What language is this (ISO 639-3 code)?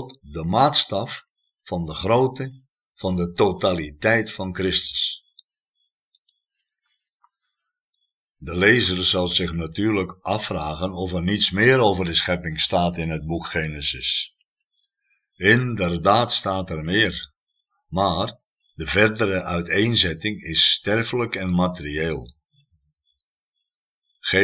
nld